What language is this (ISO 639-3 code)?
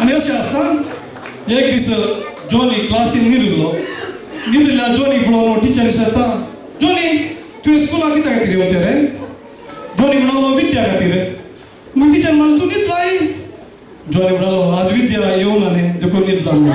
kok